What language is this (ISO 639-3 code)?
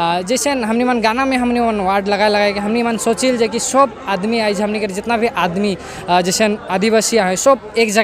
sck